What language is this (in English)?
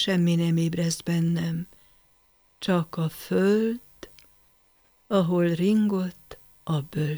Hungarian